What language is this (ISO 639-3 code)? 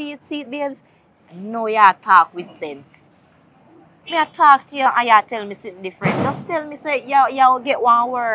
jam